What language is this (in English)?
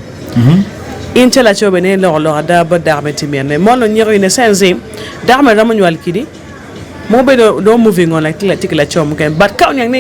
Acoli